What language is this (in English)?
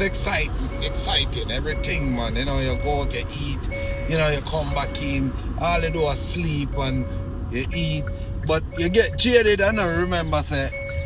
Jamaican Creole English